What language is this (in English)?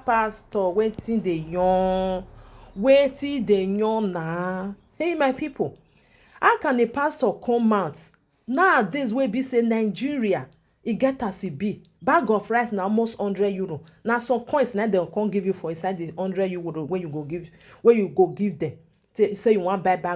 Nigerian Pidgin